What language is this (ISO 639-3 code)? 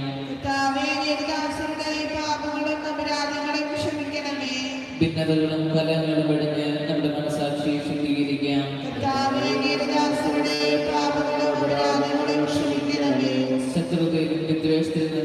mal